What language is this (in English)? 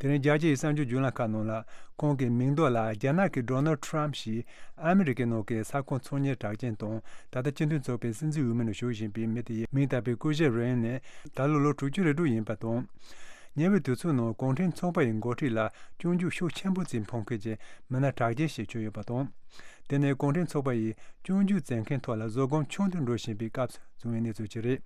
Tibetan